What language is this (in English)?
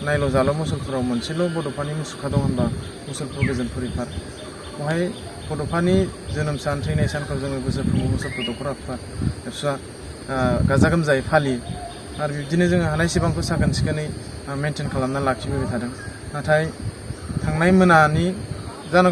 Bodo